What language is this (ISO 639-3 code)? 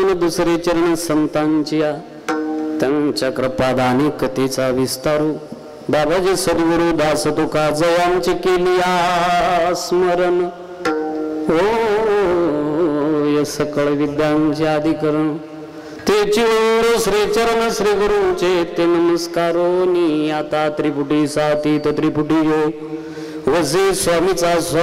mar